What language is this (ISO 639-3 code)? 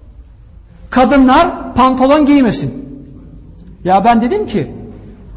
tur